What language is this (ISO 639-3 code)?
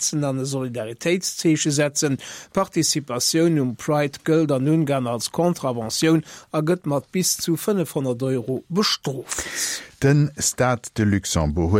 ltz